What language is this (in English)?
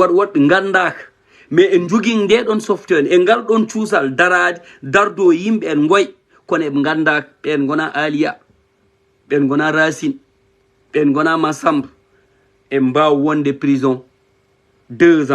Fula